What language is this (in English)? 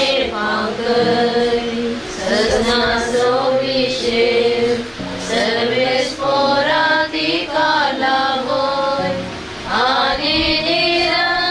Konkani